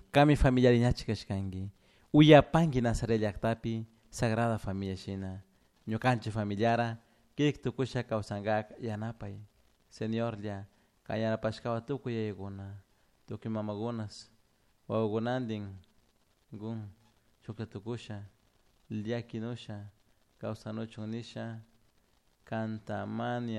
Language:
Chimborazo Highland Quichua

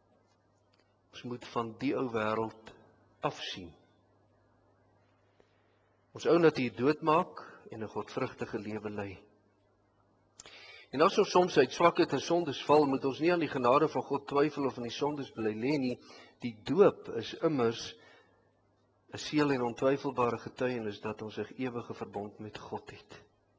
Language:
Afrikaans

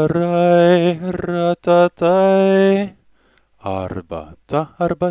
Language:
Lithuanian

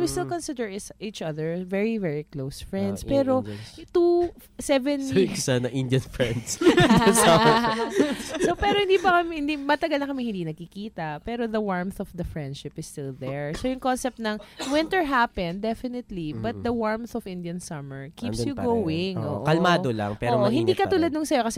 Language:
Filipino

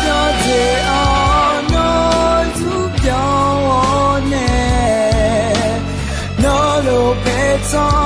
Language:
Akha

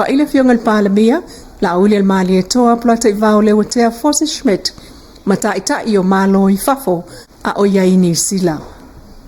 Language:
Samoan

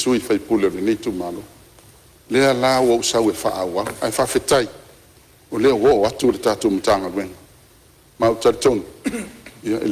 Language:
Samoan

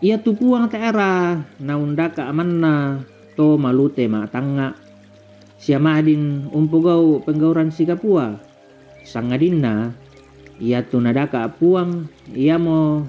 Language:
Toraja-Sa'dan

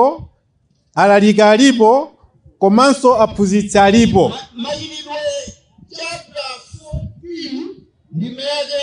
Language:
Nyanja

